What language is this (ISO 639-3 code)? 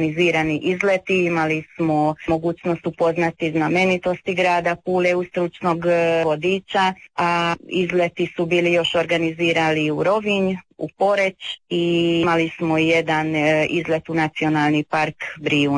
hrv